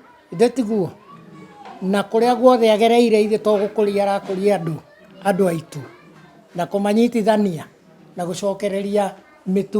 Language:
Kikuyu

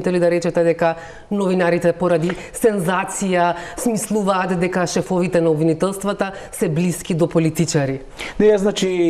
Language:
Macedonian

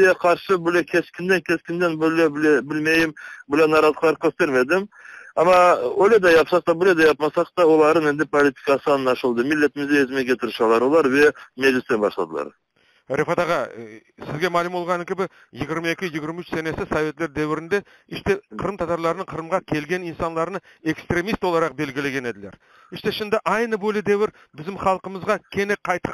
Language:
Crimean Tatar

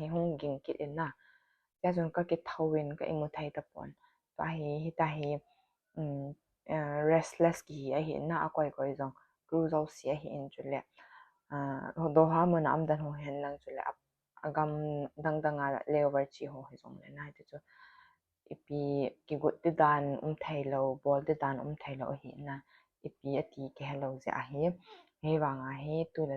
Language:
Thado Chin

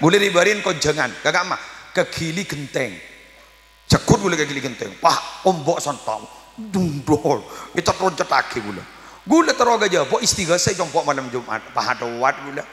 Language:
Madurese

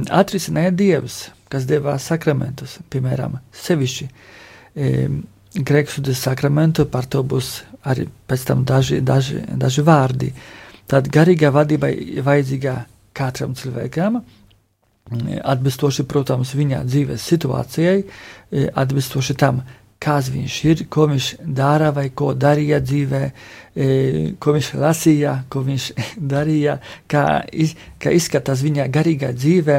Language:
Latvian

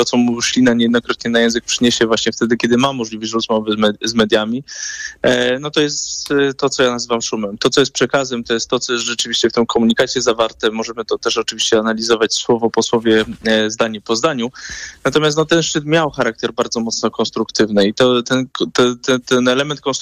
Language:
Polish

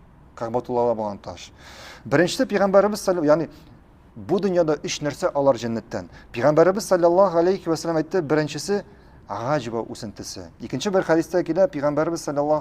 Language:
Tatar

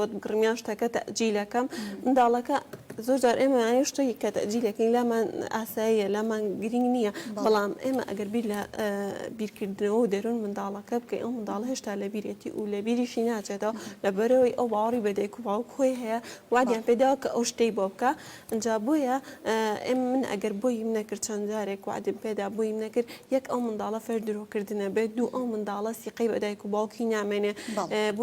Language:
Central Kurdish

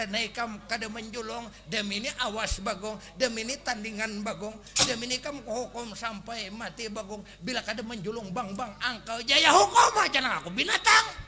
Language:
Banjar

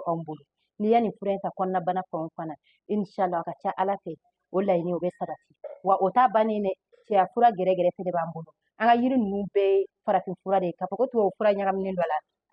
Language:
Bambara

